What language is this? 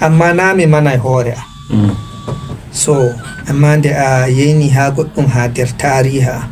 Fula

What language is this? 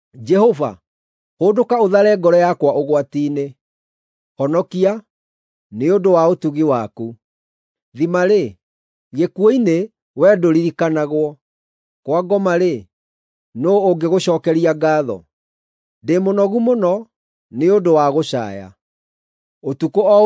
Kikuyu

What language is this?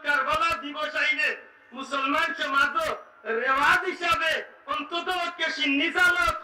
Sylheti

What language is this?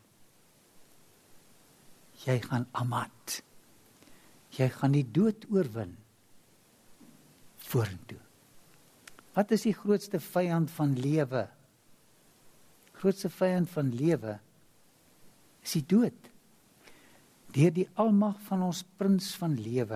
Afrikaans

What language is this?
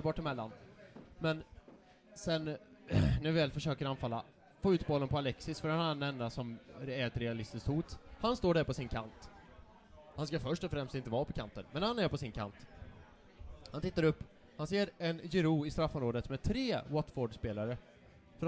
Swedish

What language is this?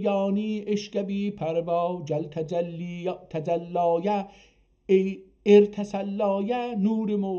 South Azerbaijani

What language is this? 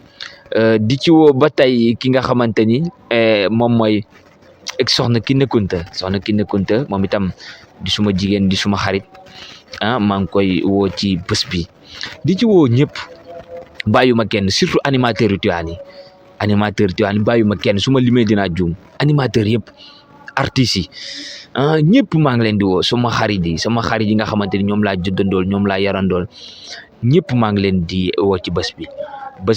Wolof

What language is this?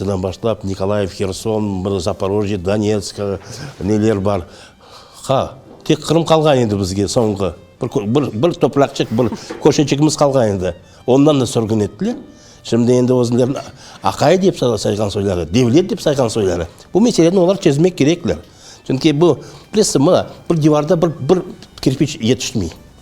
Crimean Tatar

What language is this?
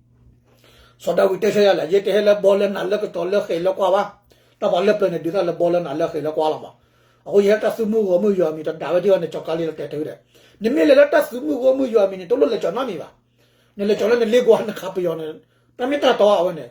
S'gaw Karen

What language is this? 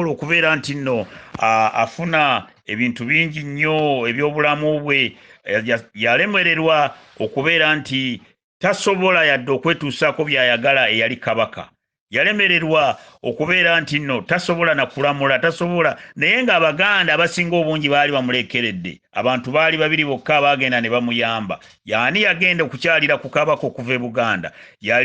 Ganda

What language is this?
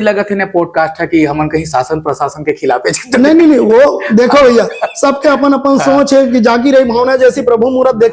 Chhattisgarhi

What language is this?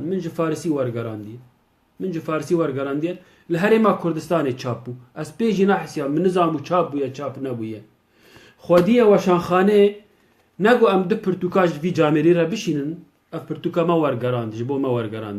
Kurdish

